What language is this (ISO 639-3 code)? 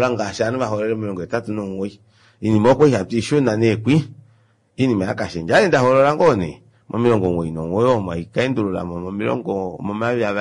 kua